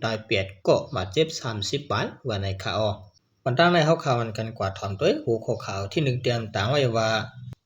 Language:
Shan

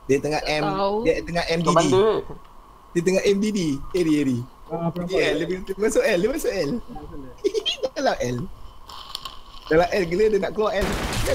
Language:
Malay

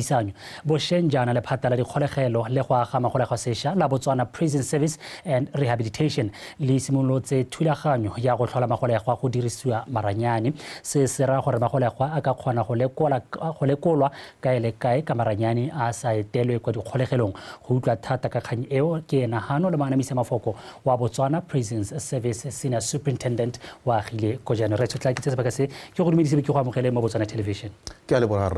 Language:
Tswana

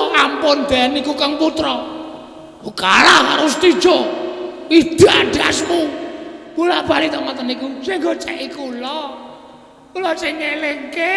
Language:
Javanese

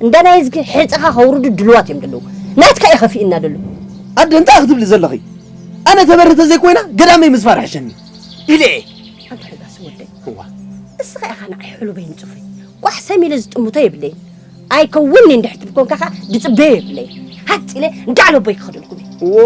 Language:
Tigrinya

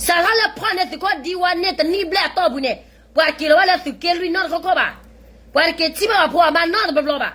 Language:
S'gaw Karen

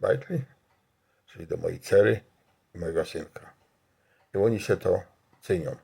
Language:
Silesian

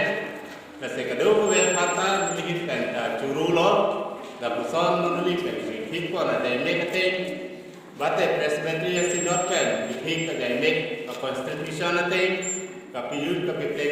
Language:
Karbi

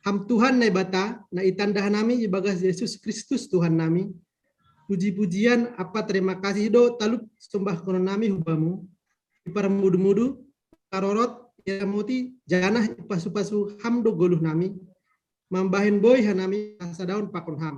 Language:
Batak Simalungun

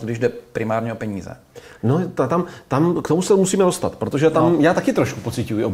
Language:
Czech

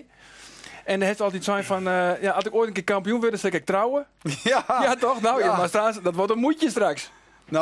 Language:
Western Frisian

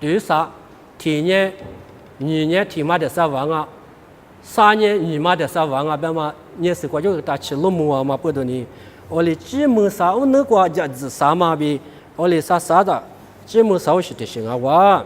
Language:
Lisu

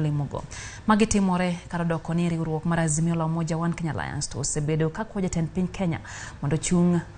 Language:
Luo (Kenya and Tanzania)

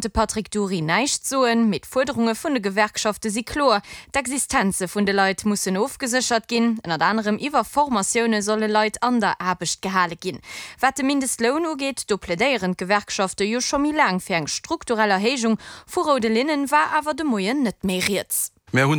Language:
Luxembourgish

